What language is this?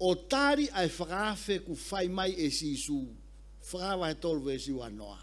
Tongan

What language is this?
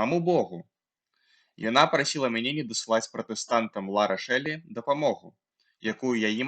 Belarusian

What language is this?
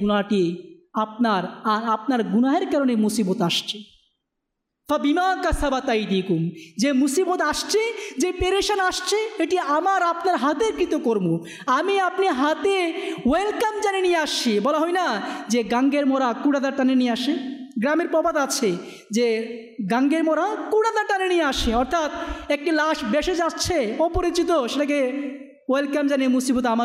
Bangla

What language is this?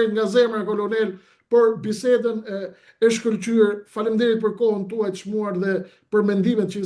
Albanian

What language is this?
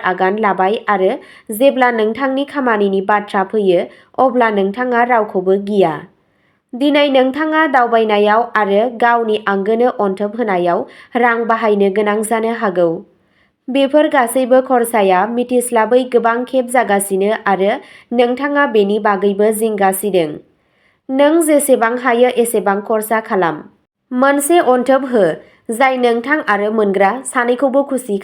Bodo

